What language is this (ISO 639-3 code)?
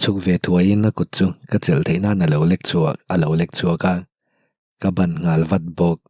lus